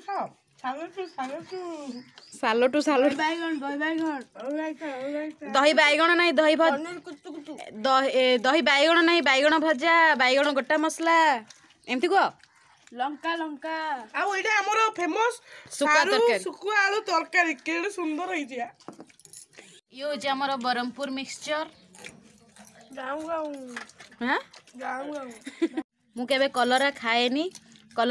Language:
Odia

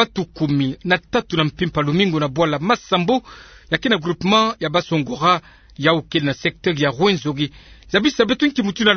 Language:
Kituba (Democratic Republic of Congo)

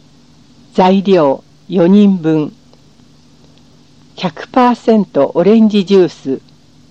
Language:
Japanese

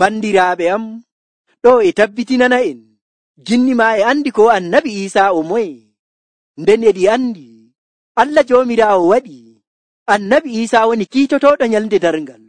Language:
Nigerian Fulfulde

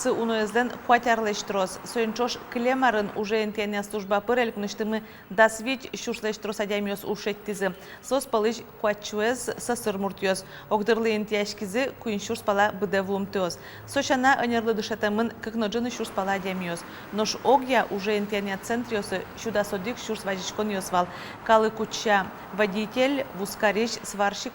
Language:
Udmurt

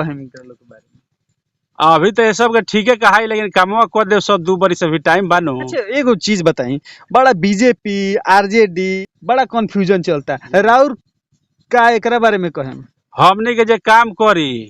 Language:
Bhojpuri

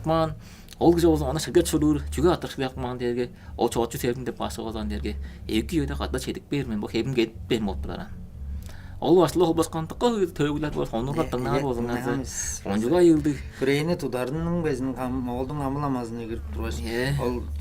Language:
Tuvinian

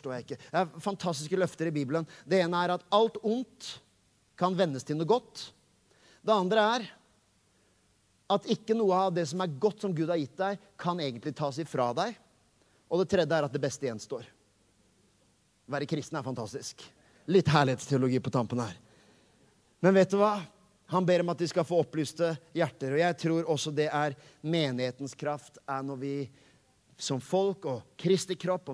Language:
Norwegian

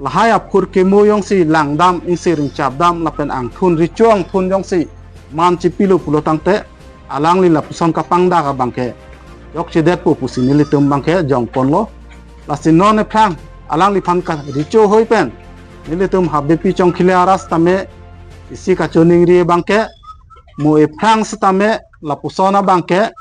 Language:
Karbi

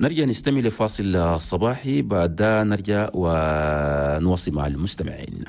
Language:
Chadian Arabic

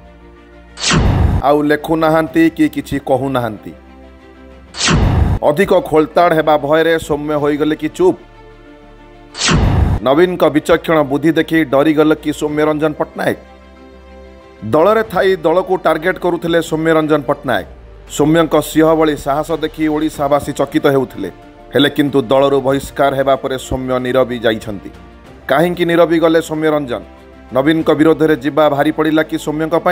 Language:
Odia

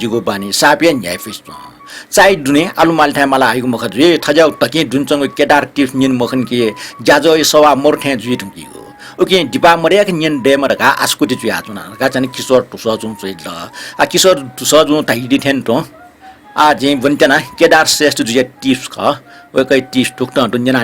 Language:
Newari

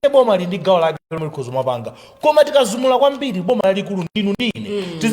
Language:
Nyanja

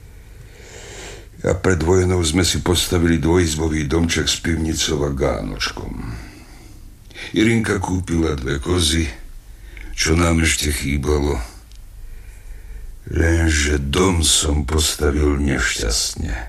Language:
Slovak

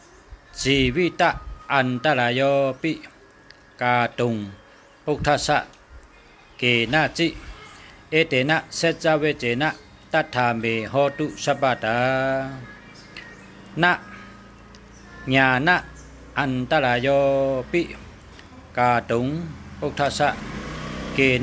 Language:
Shan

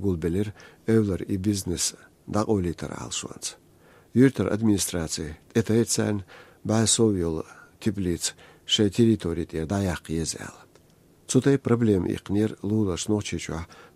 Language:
Chechen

